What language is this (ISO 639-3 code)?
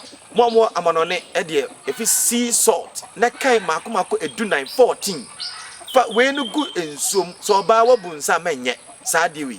aka